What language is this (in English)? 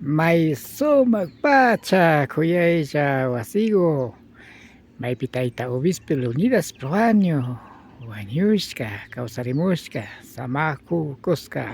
Imbabura Highland Quichua